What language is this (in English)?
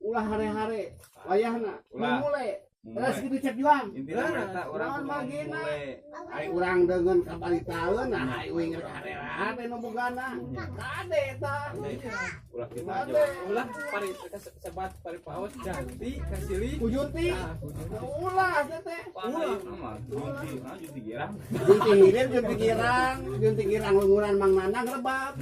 Sundanese